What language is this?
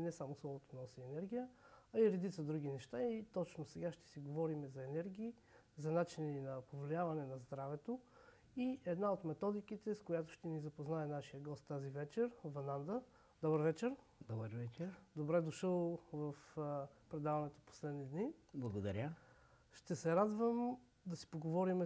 Bulgarian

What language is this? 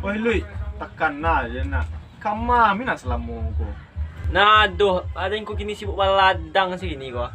Minangkabau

